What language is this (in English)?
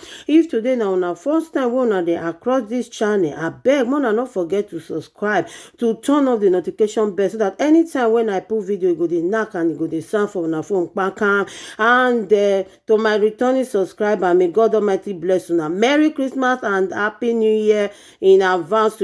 Nigerian Pidgin